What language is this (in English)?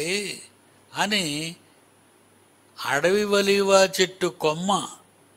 Telugu